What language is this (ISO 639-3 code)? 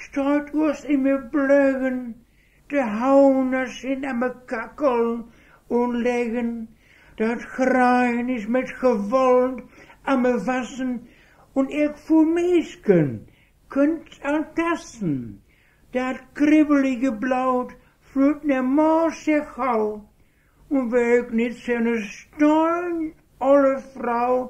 wep